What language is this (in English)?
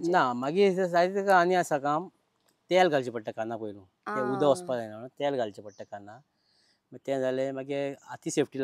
Konkani